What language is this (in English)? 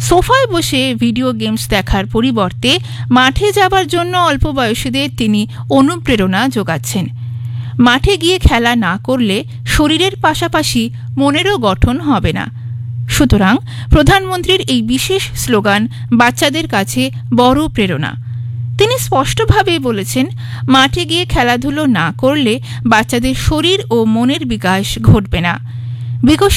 Bangla